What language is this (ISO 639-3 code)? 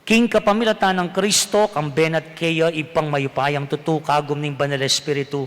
pam